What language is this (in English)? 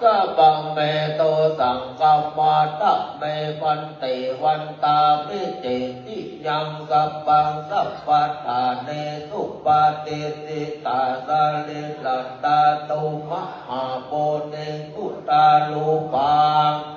Pali